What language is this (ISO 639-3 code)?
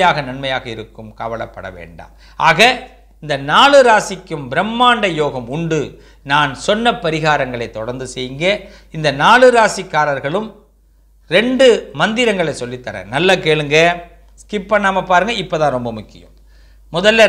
tam